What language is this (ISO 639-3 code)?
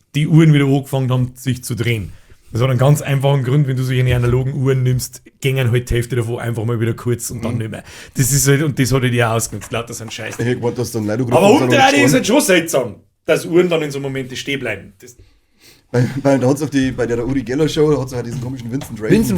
bar